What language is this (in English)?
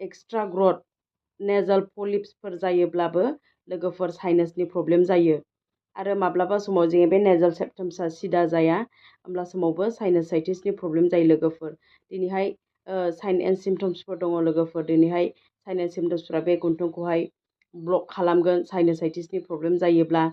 Bodo